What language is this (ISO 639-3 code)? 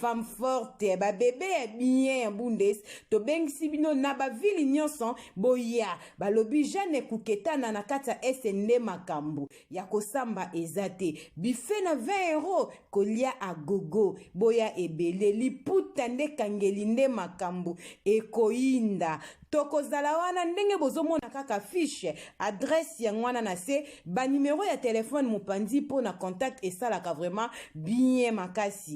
lin